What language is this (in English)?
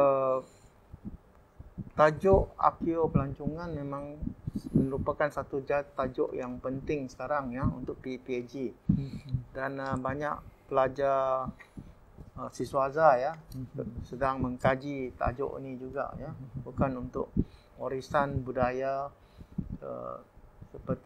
Malay